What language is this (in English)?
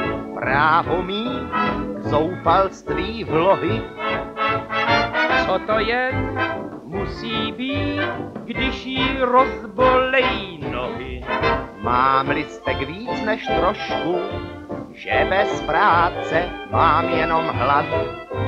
Czech